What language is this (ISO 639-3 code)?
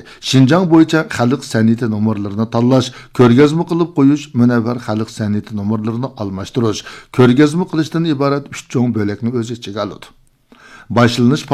uig